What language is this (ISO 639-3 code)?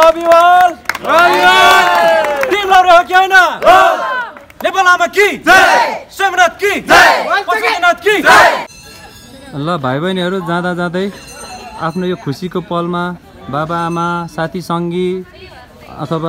nep